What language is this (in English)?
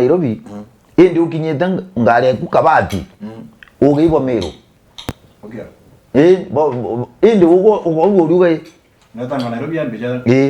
Meru